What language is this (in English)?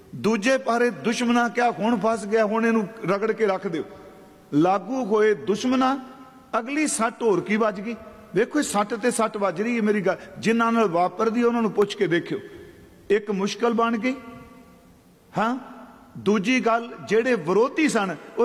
Punjabi